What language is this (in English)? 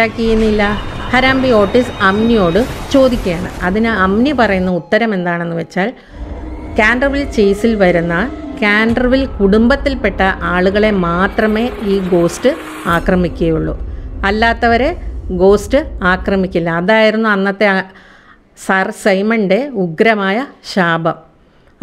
Malayalam